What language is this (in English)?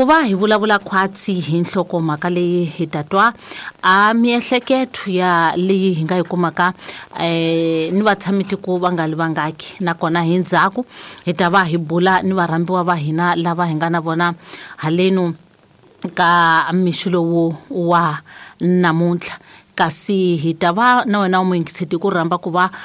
Tsonga